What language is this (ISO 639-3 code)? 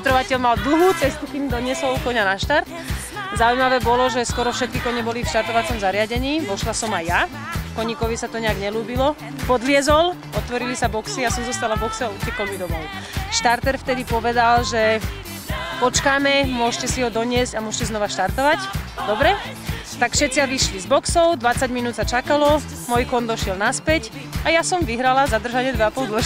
slk